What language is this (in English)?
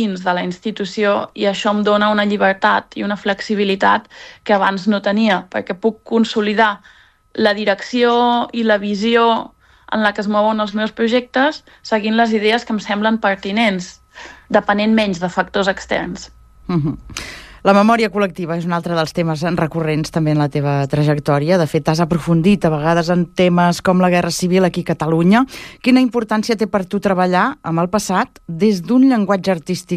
Catalan